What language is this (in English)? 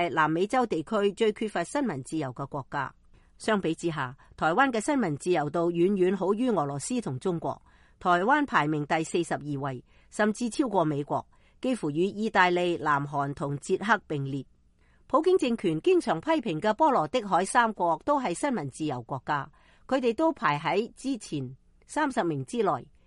Cantonese